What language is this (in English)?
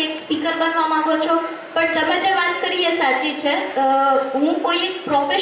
Gujarati